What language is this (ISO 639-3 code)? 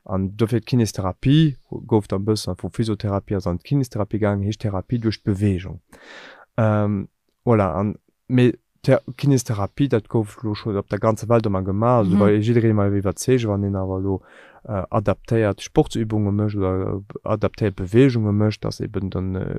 ltz